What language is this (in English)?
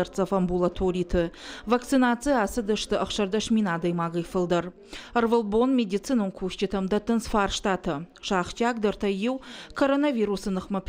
Ossetic